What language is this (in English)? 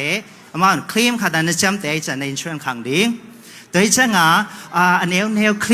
Tedim Chin